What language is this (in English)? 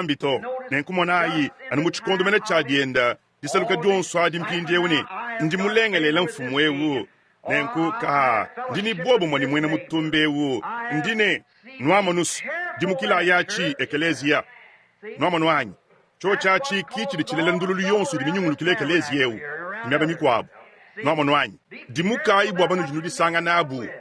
Luba-Lulua